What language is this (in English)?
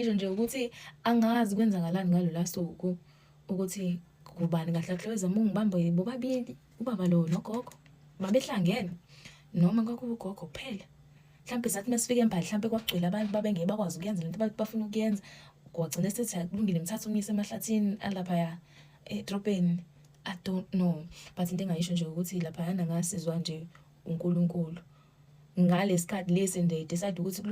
Zulu